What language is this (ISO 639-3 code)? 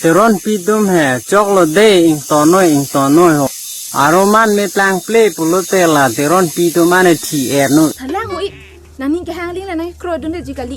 mjw